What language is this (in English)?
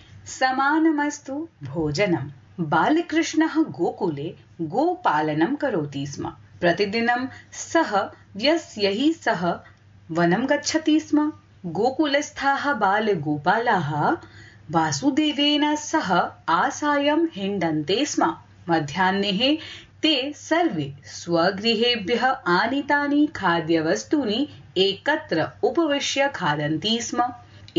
Sanskrit